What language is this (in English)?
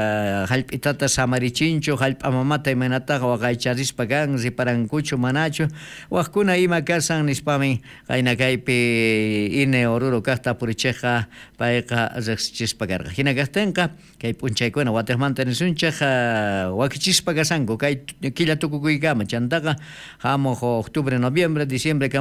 South Bolivian Quechua